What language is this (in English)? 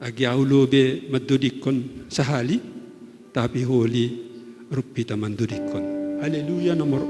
Batak Simalungun